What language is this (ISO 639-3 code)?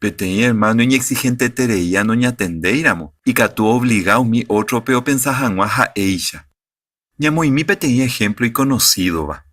grn